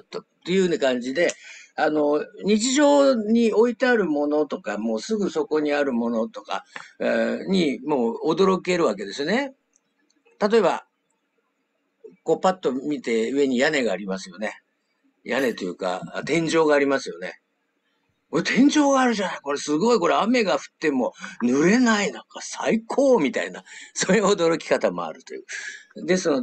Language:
Japanese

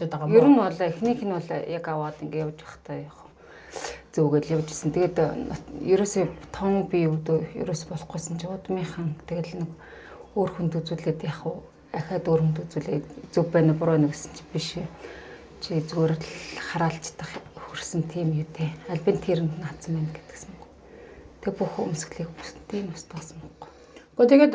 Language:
Mongolian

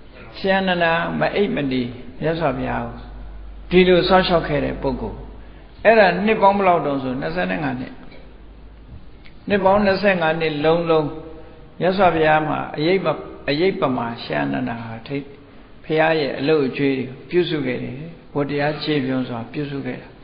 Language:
Burmese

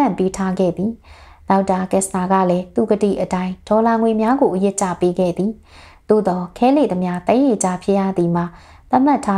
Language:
Burmese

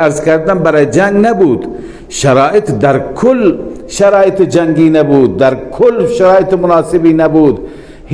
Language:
Persian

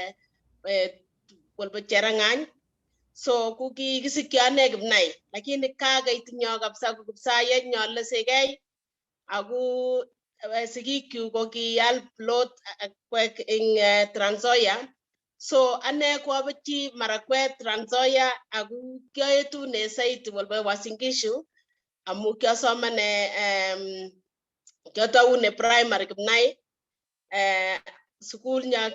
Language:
Kalenjin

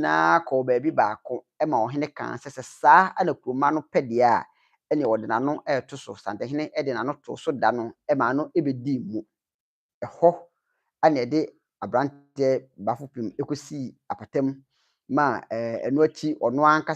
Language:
Akan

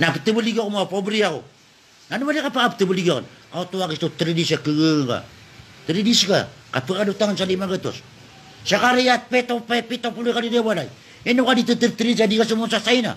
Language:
Maranao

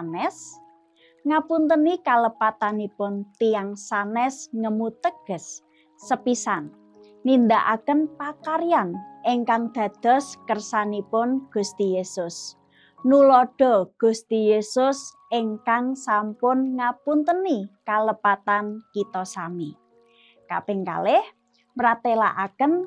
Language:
Javanese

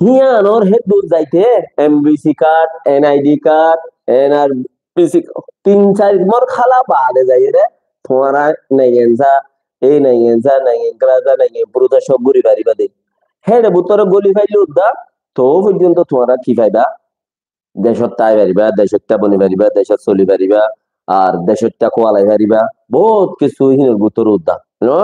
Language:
Rohingya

